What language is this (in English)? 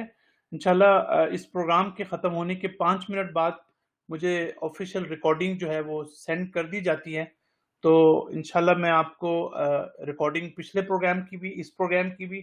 Urdu